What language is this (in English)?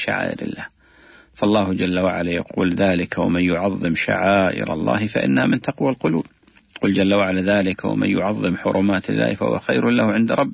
Arabic